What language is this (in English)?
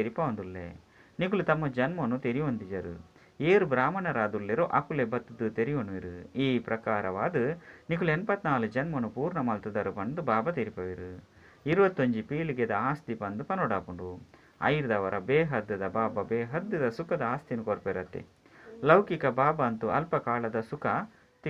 Tulu